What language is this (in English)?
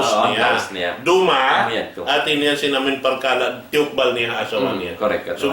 Tausug